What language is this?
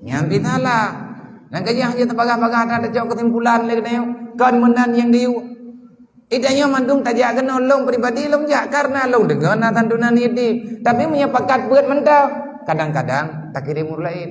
Achinese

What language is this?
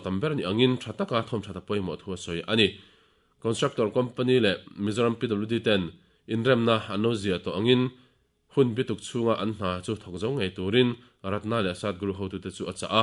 Mizo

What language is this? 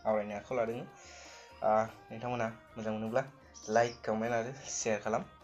Bodo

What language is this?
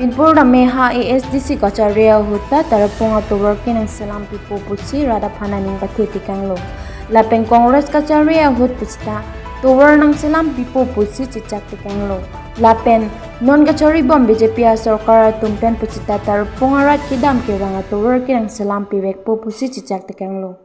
Karbi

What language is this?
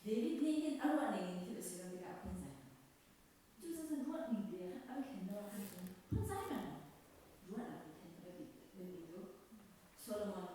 Hakha Chin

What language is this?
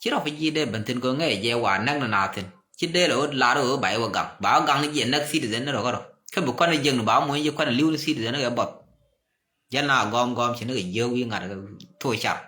Nuer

